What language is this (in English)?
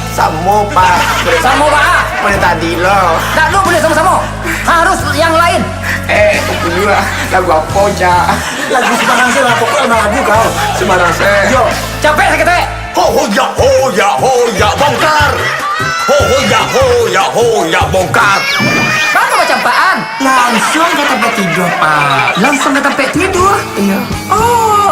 Minangkabau